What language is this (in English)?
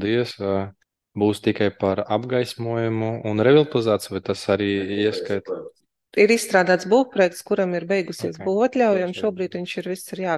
Latvian